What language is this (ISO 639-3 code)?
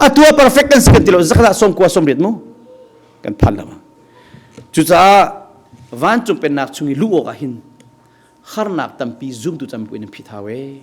cnh